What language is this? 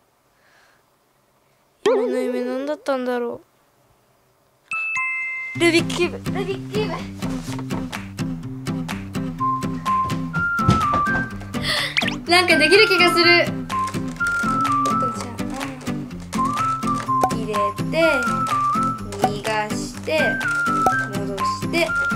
Japanese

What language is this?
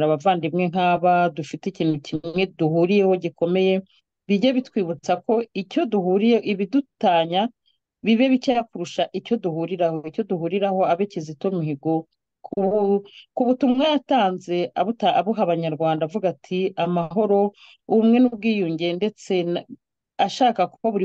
Kinyarwanda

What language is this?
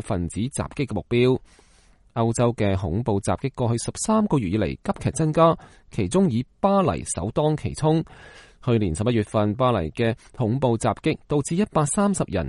Cantonese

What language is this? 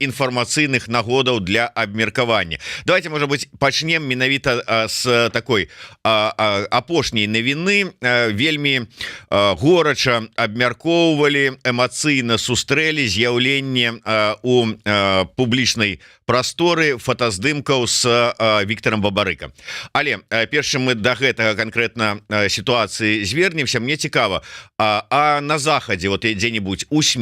Belarusian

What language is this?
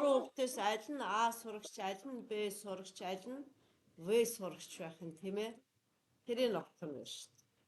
Mongolian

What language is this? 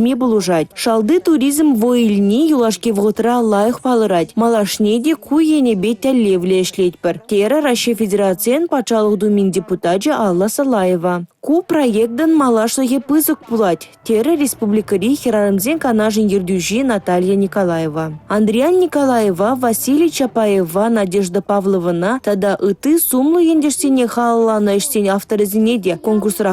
Chuvash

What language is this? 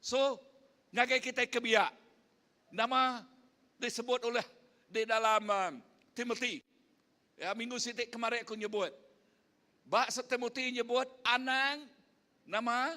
Iban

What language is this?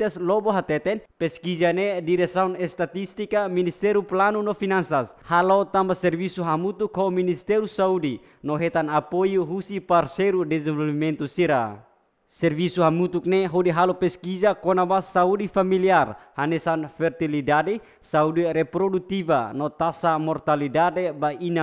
Tetum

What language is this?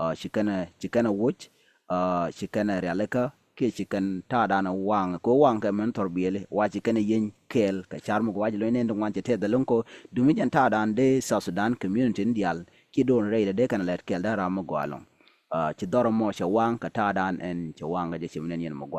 Nuer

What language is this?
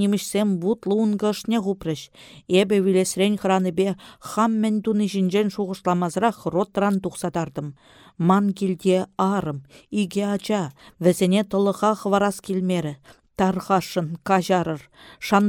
Chuvash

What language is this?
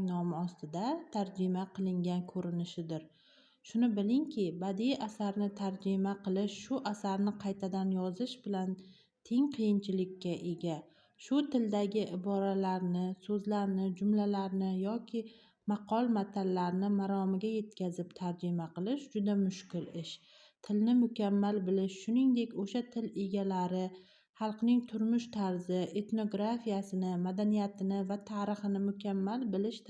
Uzbek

